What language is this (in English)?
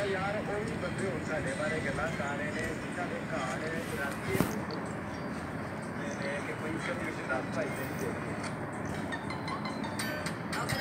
Hindi